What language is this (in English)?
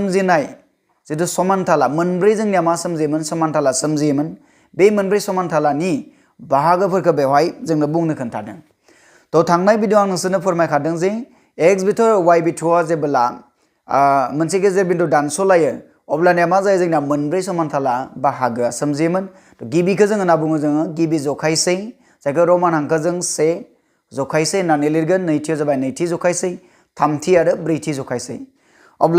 Bodo